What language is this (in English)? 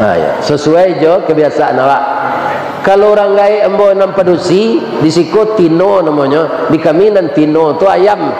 Minangkabau